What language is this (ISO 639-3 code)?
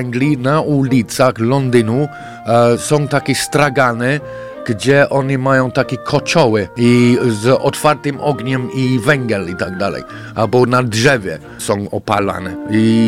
pol